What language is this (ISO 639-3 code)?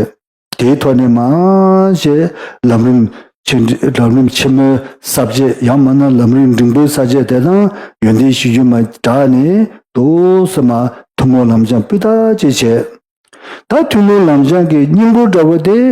bod